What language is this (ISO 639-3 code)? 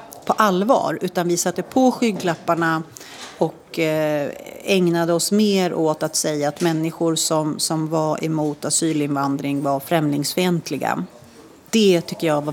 swe